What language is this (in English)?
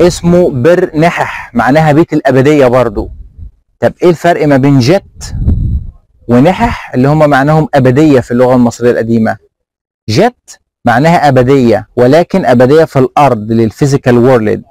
Egyptian Arabic